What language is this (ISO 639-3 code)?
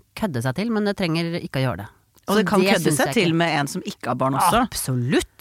nor